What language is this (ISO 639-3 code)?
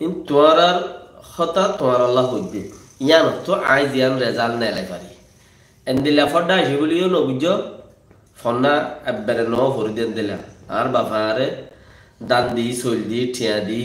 rhg